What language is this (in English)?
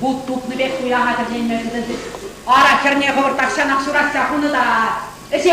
Chuvash